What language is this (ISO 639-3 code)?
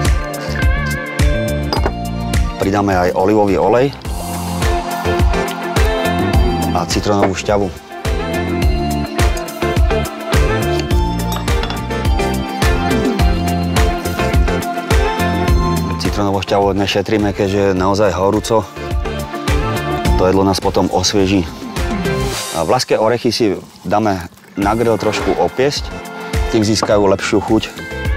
slk